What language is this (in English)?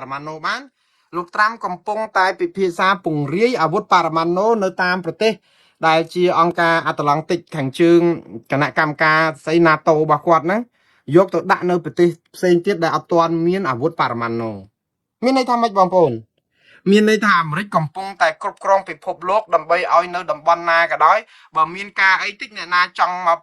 Khmer